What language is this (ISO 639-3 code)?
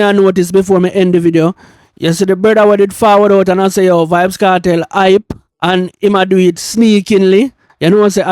jam